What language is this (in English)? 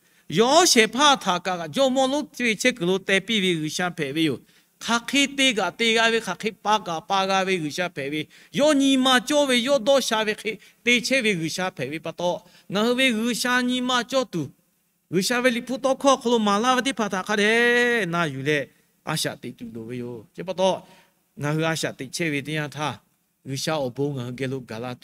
Lahu